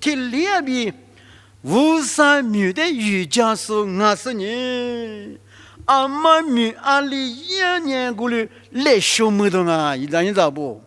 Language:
Lisu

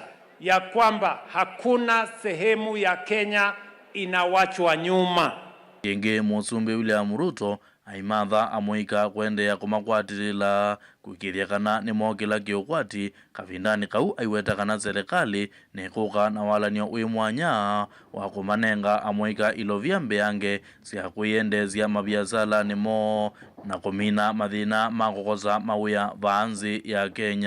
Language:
Kamba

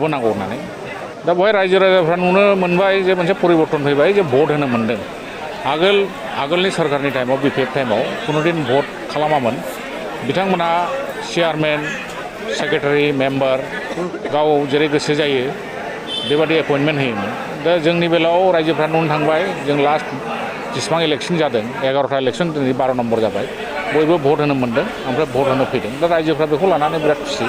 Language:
Bodo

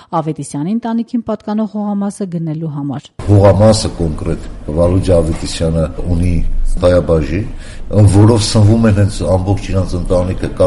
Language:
Armenian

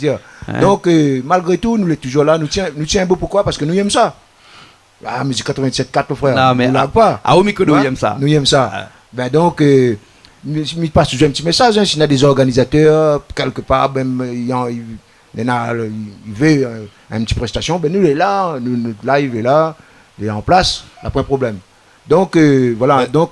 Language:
Réunion Creole French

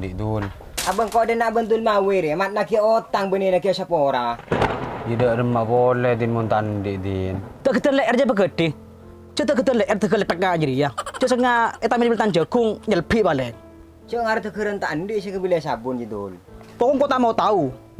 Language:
Madurese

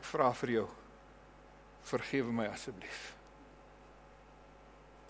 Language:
Afrikaans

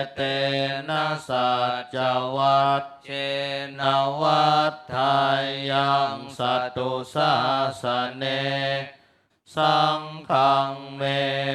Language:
Pali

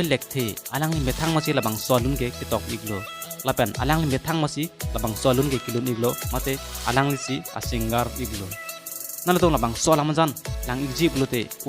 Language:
Karbi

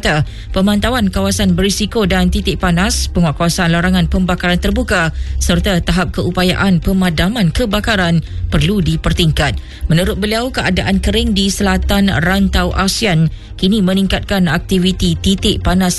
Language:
Iban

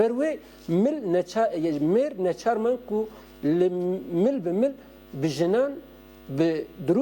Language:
Kurdish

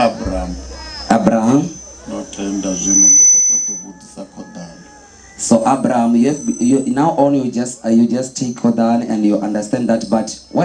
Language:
Venda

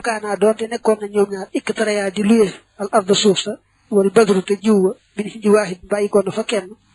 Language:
Wolof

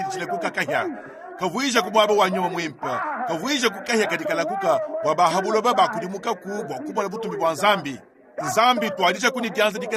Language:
Luba-Lulua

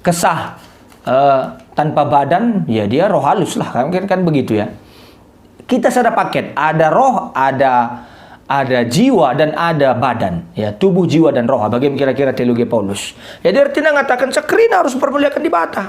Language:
Batak Karo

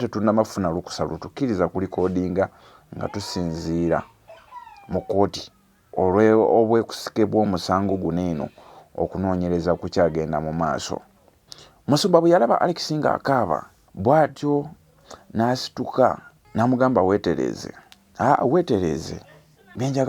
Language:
Ganda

